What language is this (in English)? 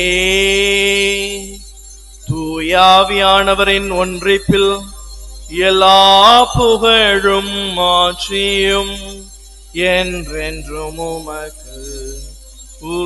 Tamil